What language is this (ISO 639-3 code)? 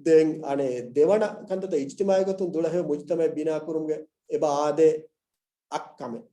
div